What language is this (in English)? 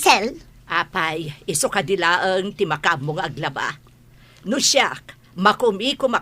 Iloko